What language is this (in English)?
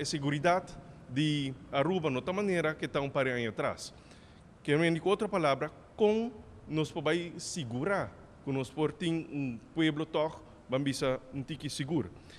Papiamento